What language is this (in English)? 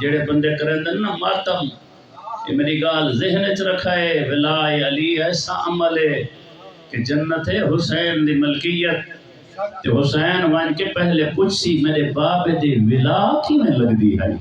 Saraiki